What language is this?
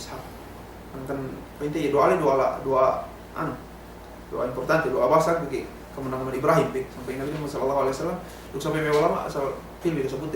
Yakan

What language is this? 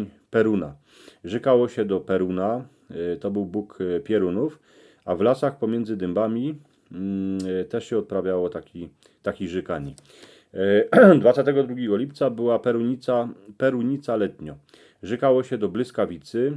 Silesian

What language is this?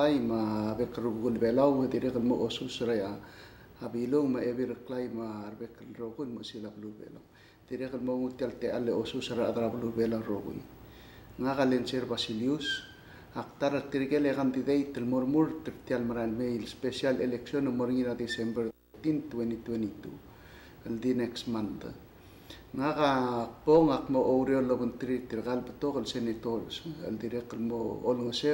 Palauan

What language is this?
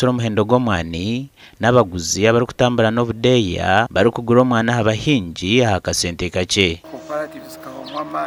Nyankole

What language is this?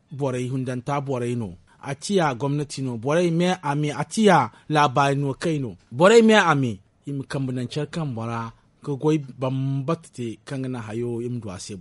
Zarma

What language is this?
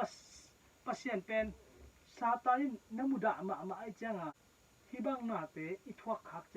Tedim Chin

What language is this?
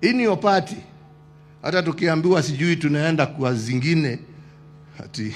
Gusii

